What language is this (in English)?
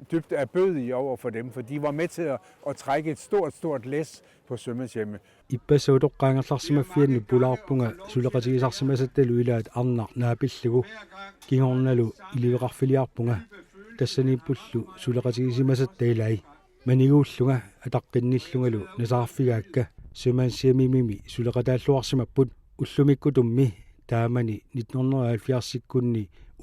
Kalaallisut